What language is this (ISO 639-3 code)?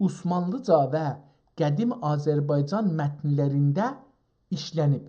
azb